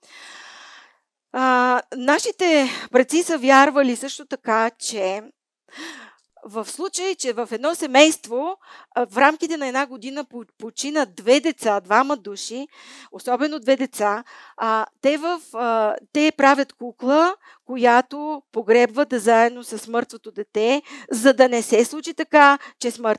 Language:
Bulgarian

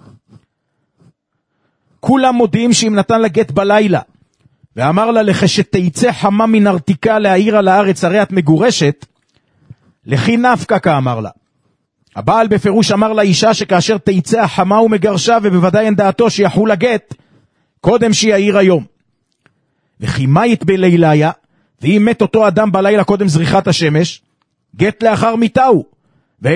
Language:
Hebrew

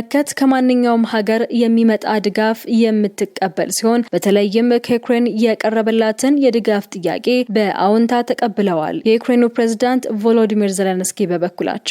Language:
Amharic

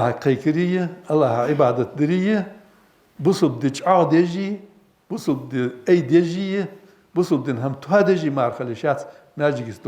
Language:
Ingush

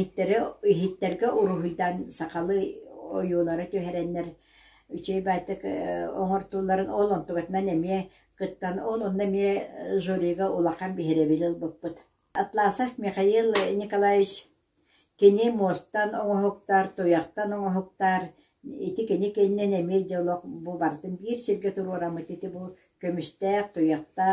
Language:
Yakut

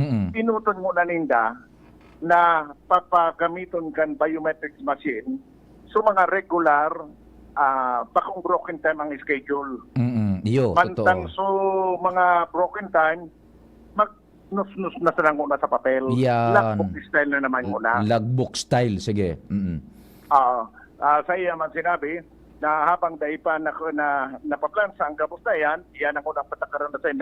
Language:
Bikol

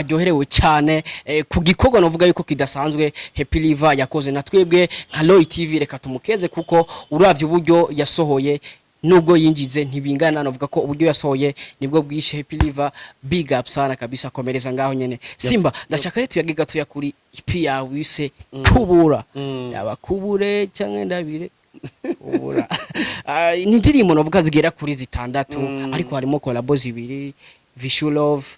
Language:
Rundi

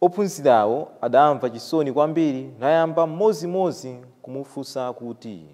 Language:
Nyanja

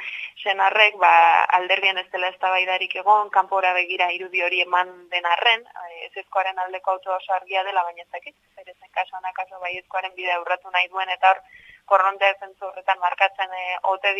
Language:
Basque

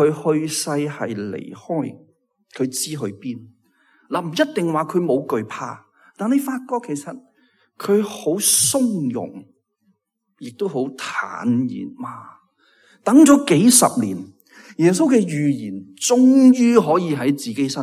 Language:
Cantonese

